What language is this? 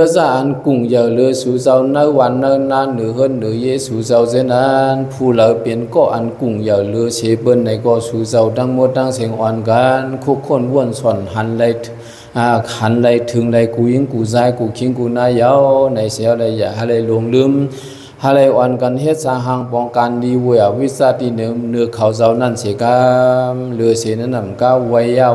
Shan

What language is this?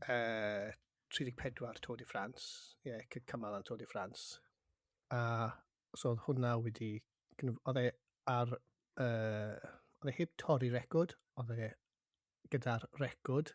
Welsh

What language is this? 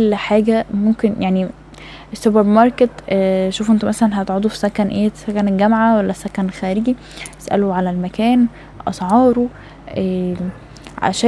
Egyptian Arabic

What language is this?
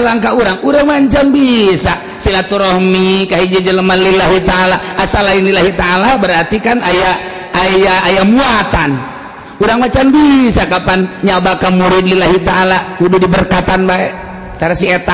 Sundanese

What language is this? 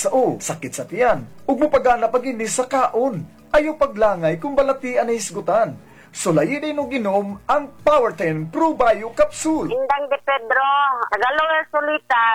Cebuano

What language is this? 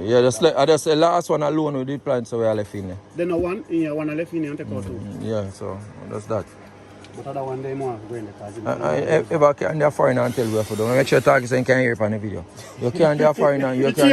Jamaican Creole English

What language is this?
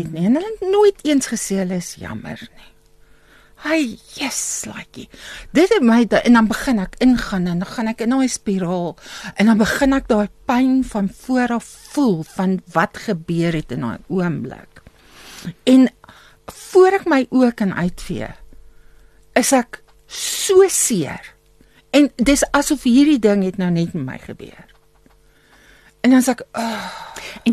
Afrikaans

